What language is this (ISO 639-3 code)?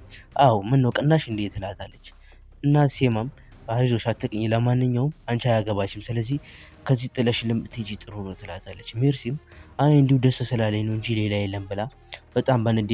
amh